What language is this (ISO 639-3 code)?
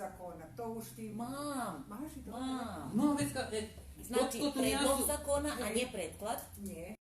rue